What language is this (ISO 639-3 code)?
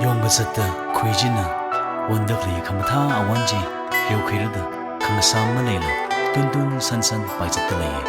nmf